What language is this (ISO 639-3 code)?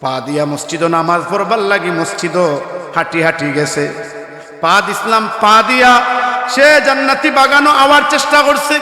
syl